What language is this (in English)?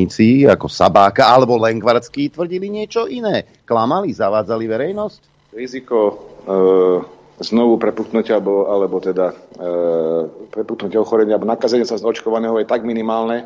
Slovak